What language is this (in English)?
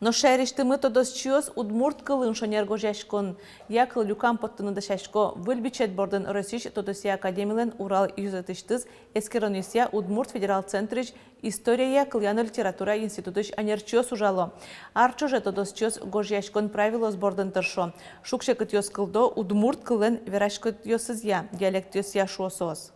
Udmurt